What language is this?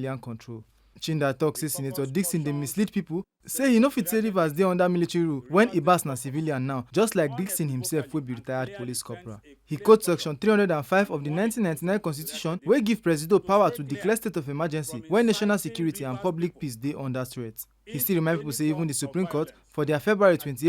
Nigerian Pidgin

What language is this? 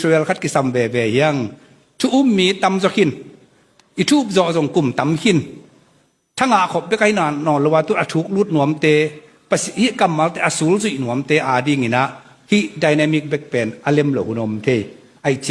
Tedim Chin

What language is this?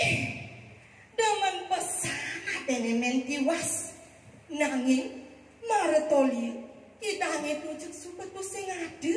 Balinese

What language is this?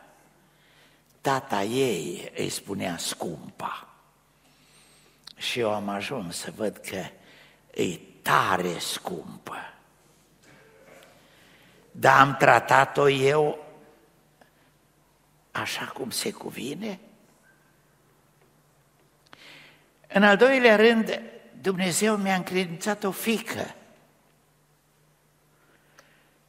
Romanian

